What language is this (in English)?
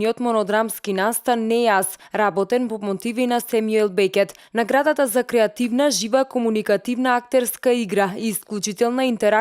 Macedonian